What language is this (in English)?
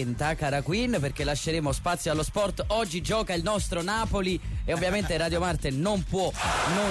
Italian